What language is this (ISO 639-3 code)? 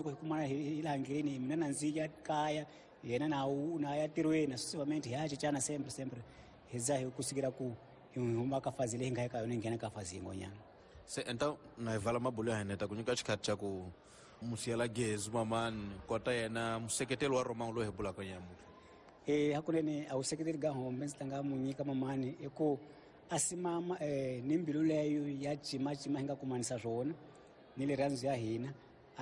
tso